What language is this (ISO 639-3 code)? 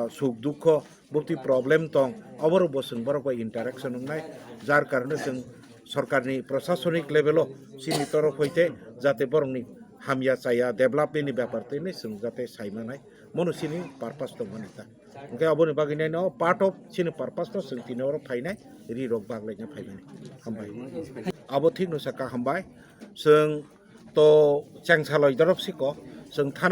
trp